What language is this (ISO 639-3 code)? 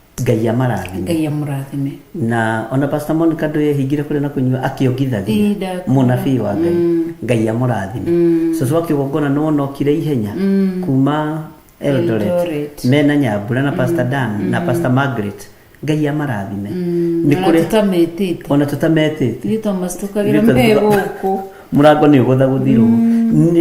kik